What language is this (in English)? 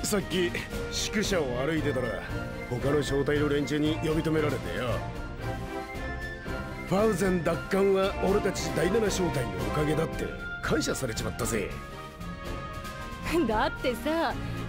Japanese